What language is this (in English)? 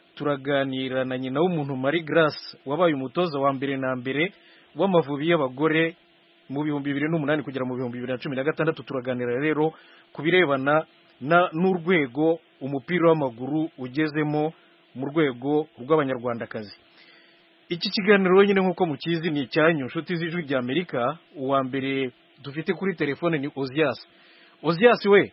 Kinyarwanda